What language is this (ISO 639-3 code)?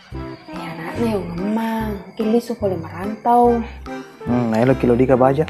bug